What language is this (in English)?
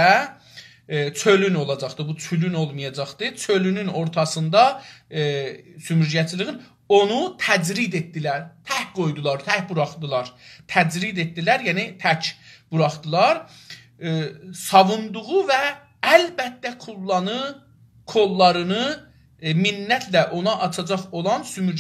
South Azerbaijani